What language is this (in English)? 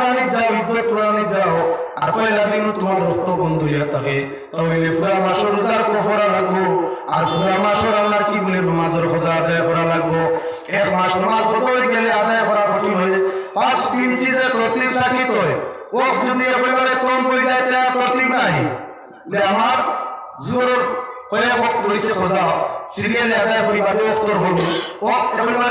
Sylheti